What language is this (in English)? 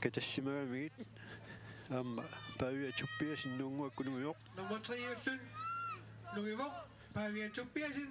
Kalaallisut